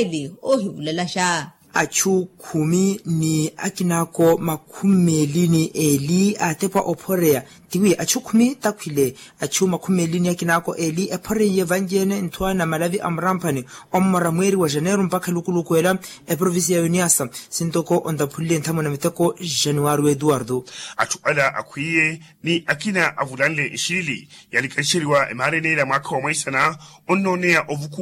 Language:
Makhuwa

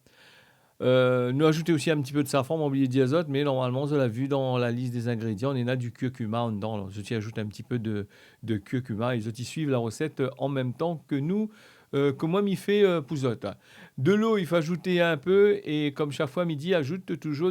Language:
Réunion Creole French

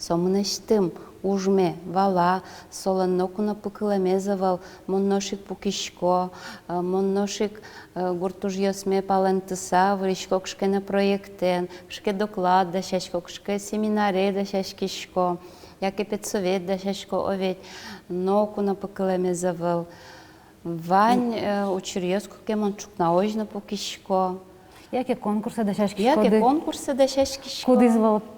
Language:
Udmurt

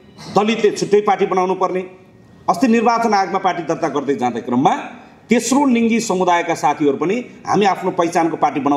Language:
Nepali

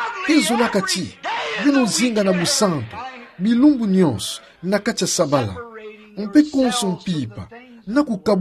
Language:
Kituba (Democratic Republic of Congo)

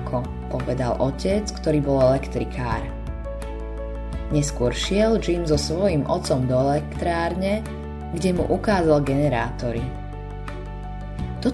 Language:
Slovak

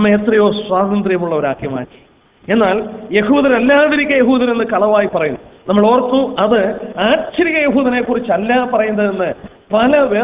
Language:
Malayalam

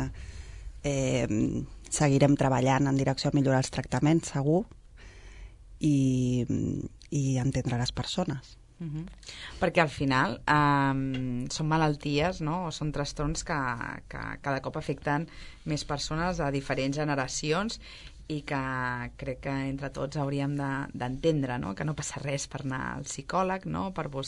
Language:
Catalan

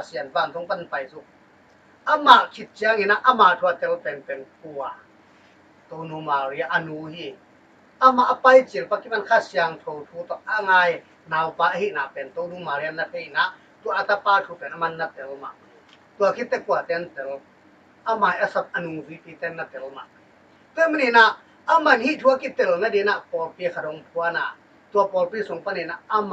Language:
Tedim Chin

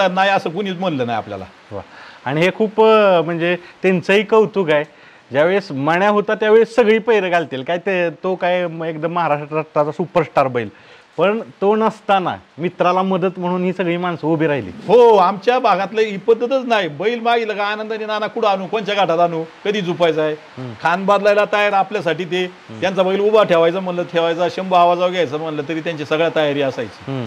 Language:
Marathi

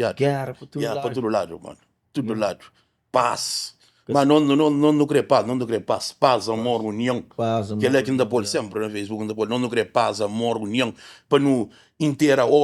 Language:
Kabuverdianu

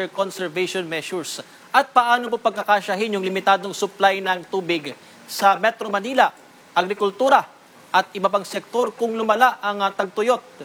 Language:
Filipino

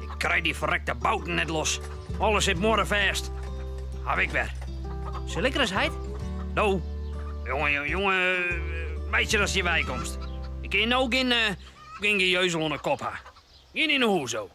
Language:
Western Frisian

